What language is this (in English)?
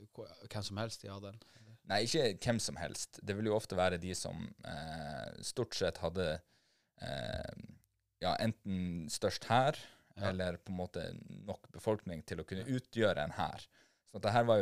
Norwegian